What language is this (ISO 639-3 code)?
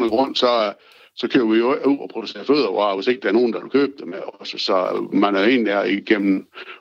dan